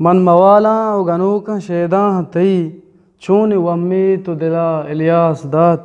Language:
Eastern Balochi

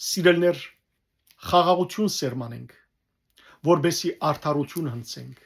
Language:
Western Armenian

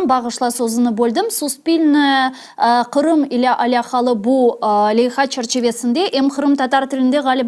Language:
Crimean Tatar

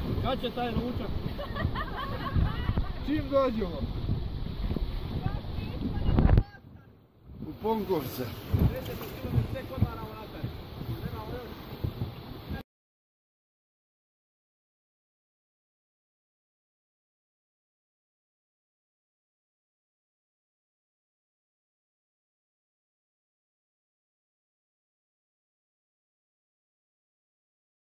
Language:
Croatian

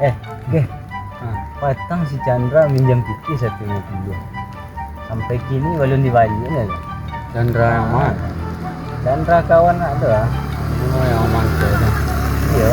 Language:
Minangkabau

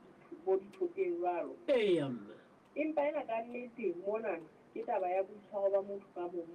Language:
Southern Sotho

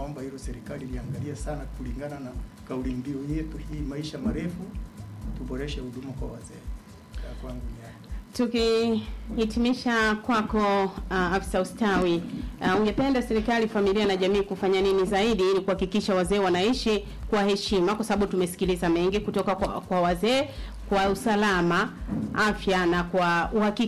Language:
Swahili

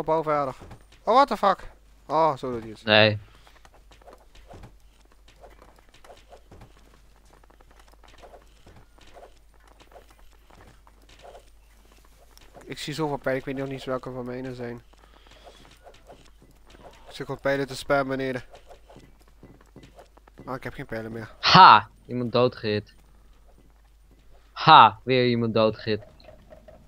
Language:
Dutch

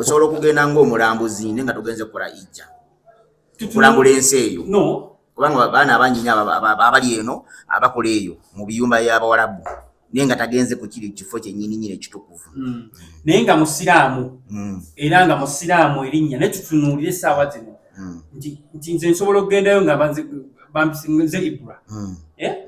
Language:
Ganda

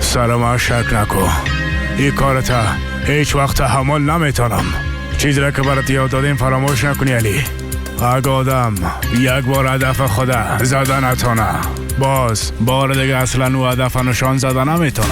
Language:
Persian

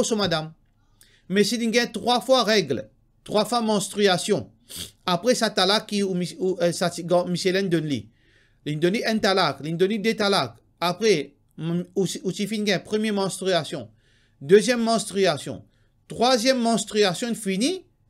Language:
Morisyen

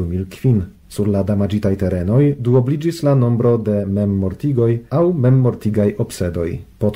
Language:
Esperanto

